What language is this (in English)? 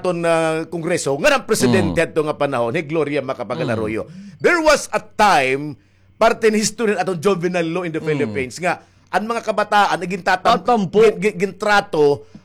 Waray